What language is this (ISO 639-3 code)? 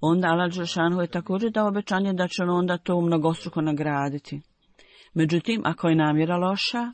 bos